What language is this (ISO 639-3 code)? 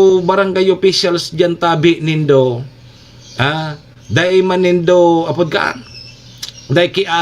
bik